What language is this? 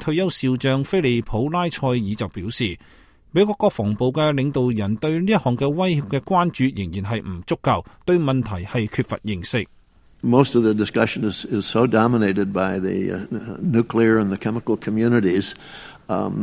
Cantonese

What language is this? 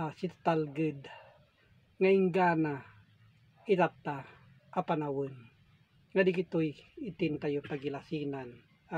Iloko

